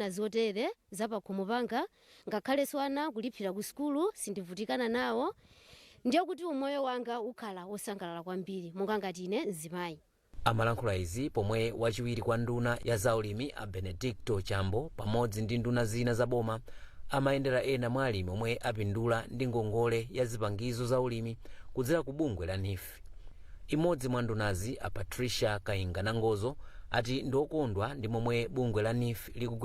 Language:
Nyanja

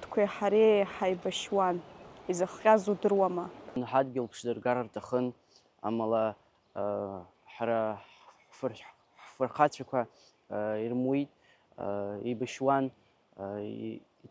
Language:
Abkhazian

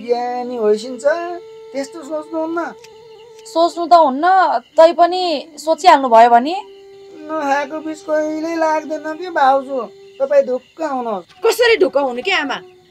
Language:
Nepali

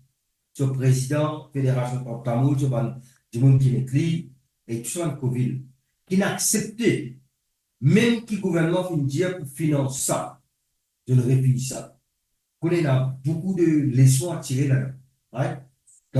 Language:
Morisyen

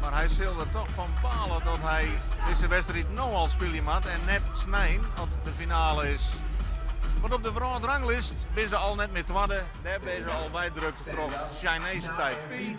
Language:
Western Frisian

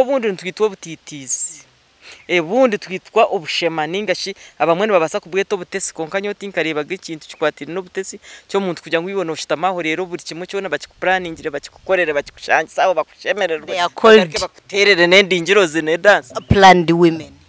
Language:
Nyankole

